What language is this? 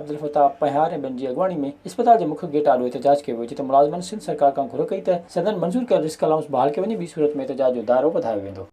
Sindhi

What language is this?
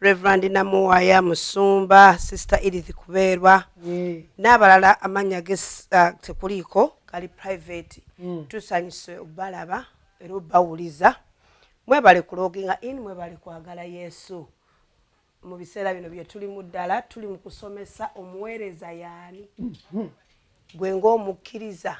Ganda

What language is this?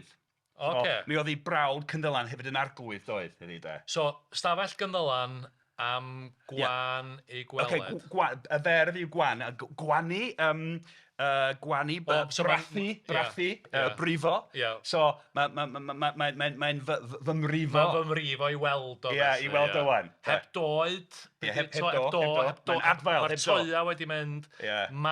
Welsh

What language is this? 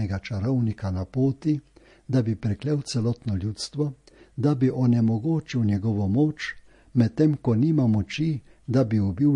Slovenian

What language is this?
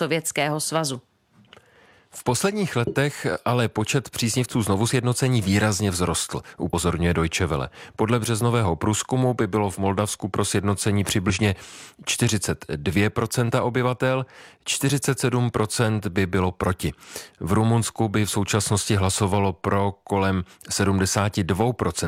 Czech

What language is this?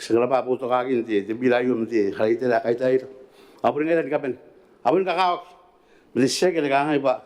Gilbertese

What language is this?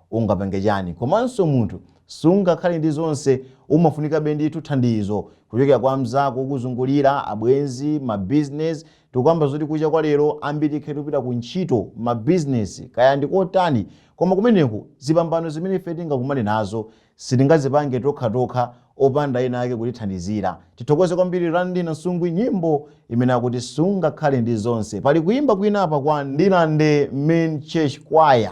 Nyanja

